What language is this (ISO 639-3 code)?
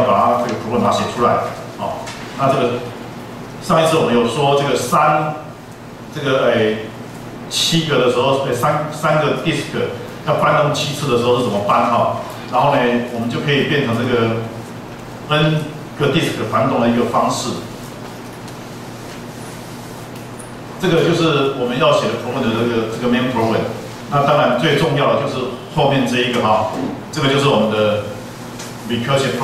zho